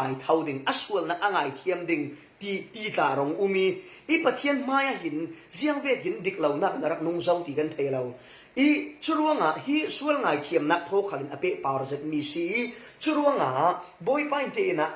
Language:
Falam Chin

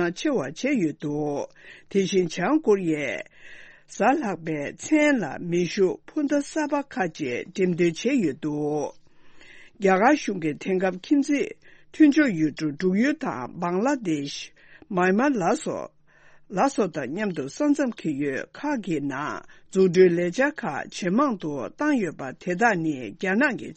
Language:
Tibetan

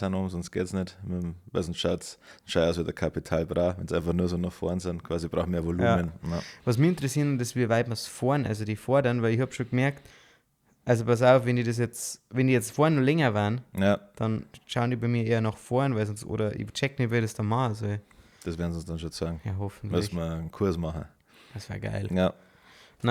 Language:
Bavarian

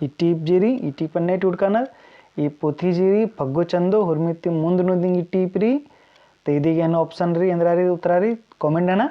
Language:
Kurukh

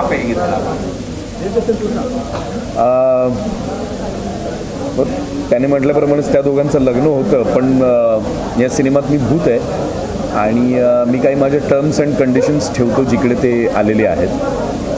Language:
Marathi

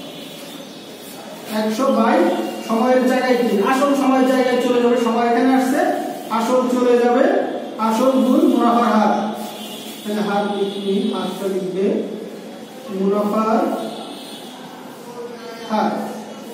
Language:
Bangla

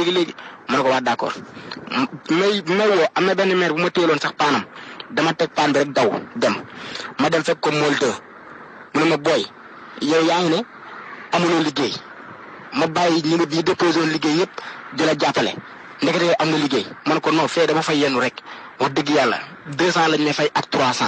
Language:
Wolof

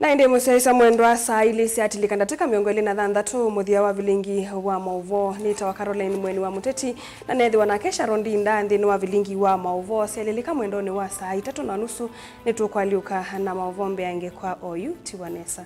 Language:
Kamba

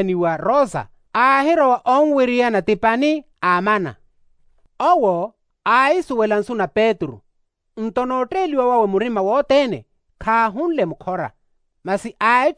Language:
Makhuwa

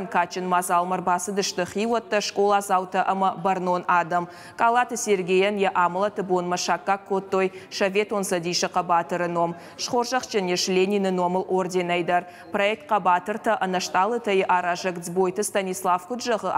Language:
Ossetic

